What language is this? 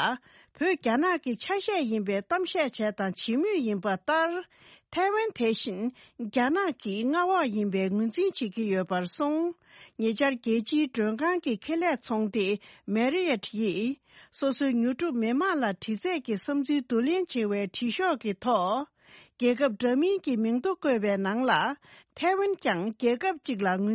Tibetan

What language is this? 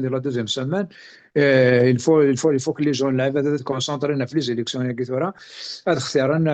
Kabyle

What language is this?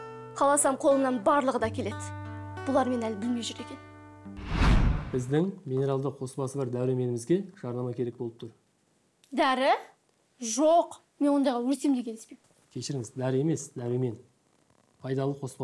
Kazakh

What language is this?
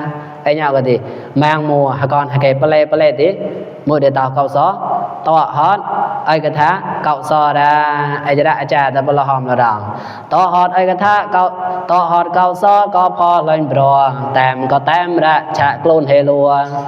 Mon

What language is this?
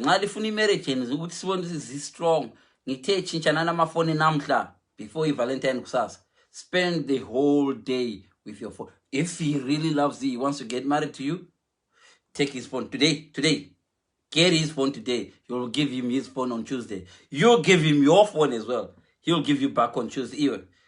Shona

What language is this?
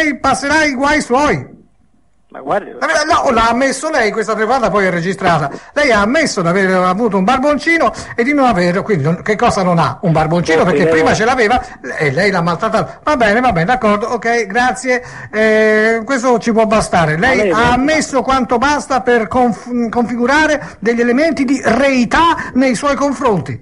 Italian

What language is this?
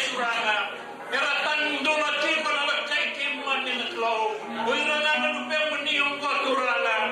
Fijian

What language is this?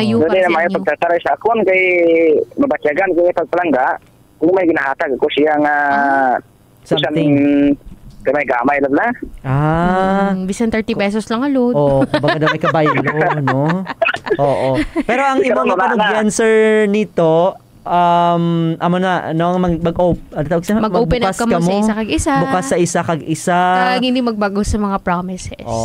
Hiligaynon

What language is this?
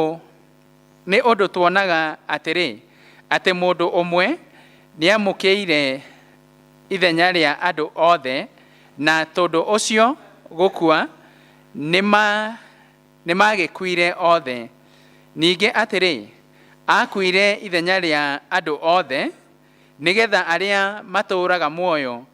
Kikuyu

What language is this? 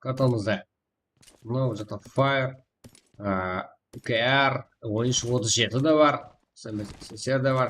Kara-Kalpak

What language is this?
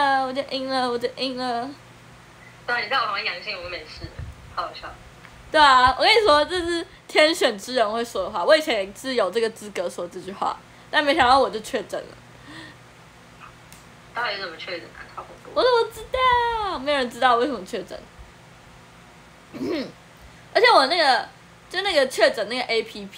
Chinese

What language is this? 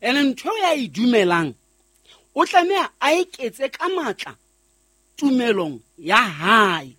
Southern Sotho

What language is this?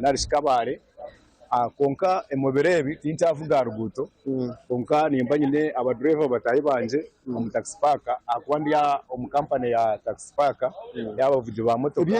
Nyankole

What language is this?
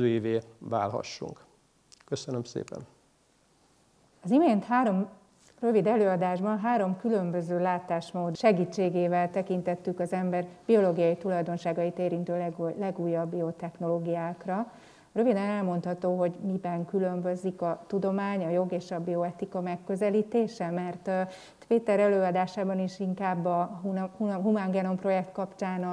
Hungarian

